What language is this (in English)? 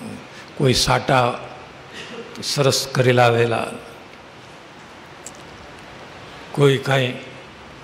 Gujarati